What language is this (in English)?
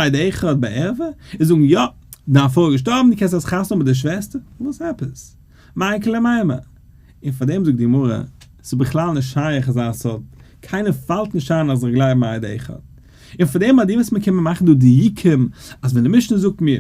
Yiddish